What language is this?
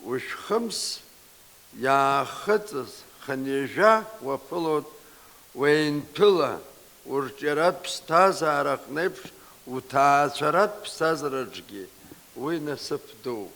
Abkhazian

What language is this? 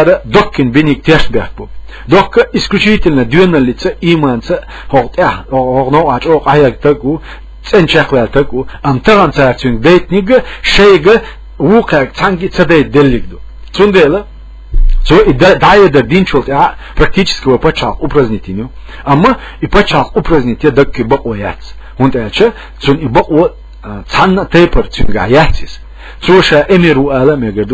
Chechen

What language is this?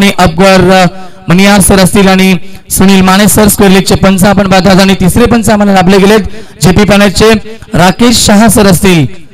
Marathi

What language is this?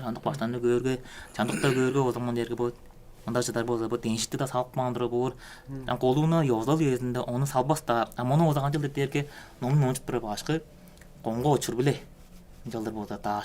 Tuvinian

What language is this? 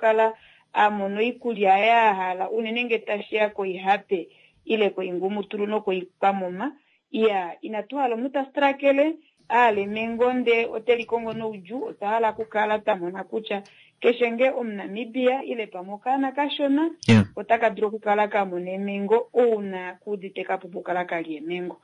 Kuanyama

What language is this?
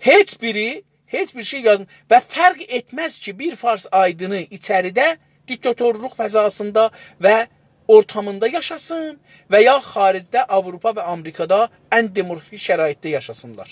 South Azerbaijani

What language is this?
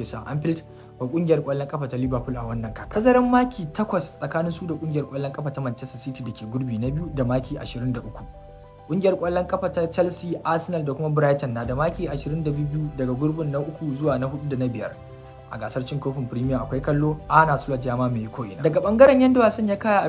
Hausa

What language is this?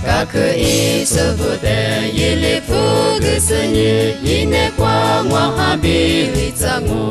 Lisu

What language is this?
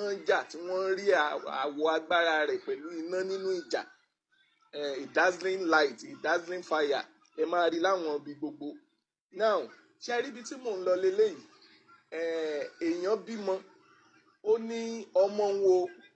Yoruba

